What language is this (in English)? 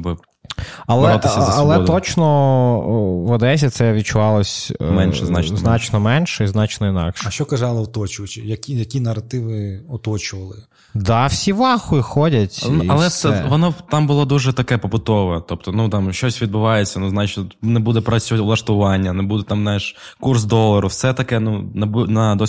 Ukrainian